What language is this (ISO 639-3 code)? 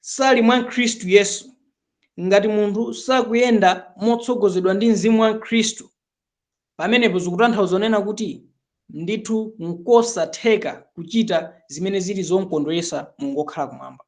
nya